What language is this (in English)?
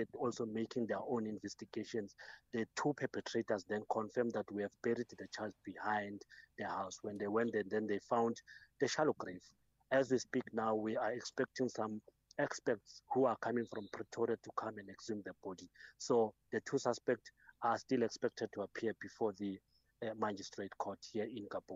English